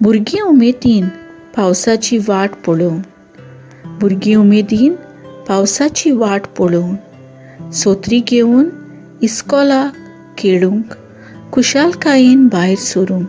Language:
Konkani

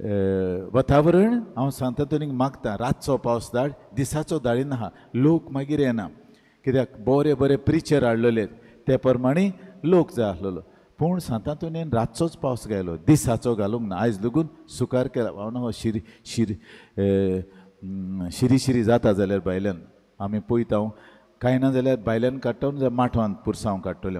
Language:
Konkani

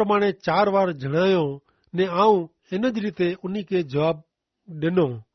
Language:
Kachhi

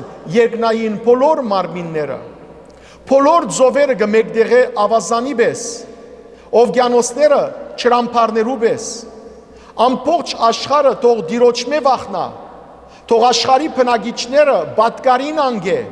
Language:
Western Armenian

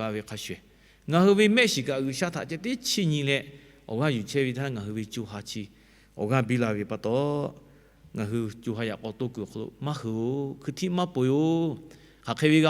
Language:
Lahu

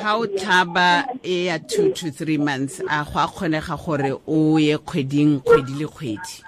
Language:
Tswana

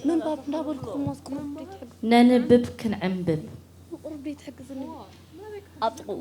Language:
Tigrinya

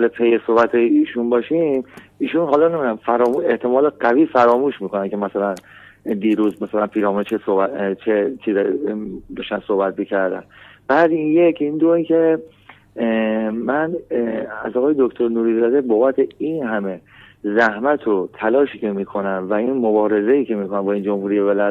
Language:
Persian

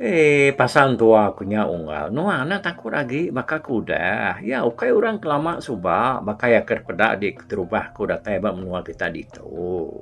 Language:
Iban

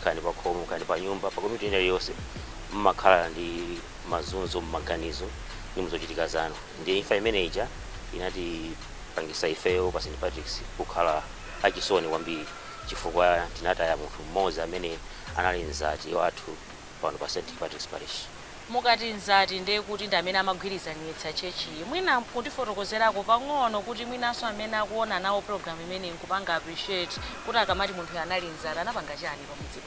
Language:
Nyanja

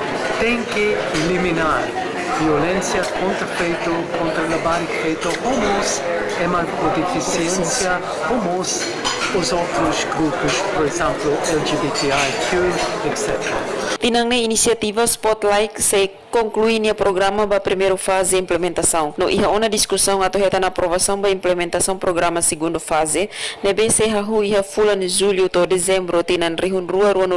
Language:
Tetum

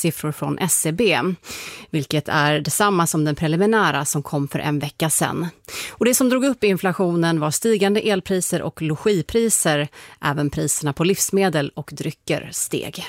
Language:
Swedish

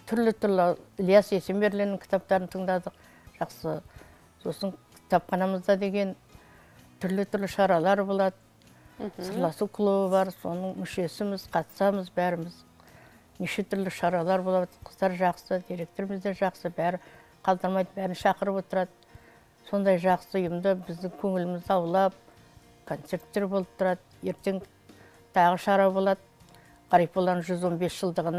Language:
Kazakh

